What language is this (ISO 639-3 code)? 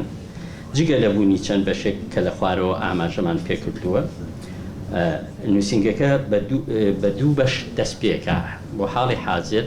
ckb